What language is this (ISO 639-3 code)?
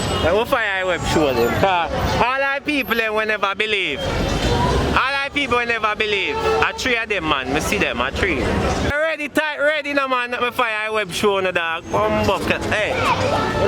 jam